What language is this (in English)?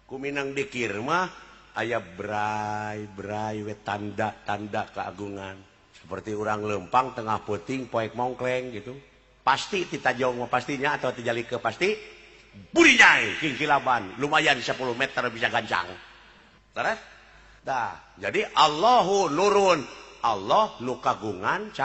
Sundanese